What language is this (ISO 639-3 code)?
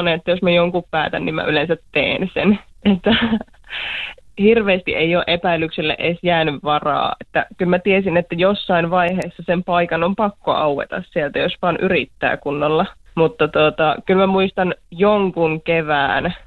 fin